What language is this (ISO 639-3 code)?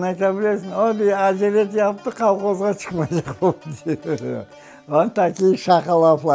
crh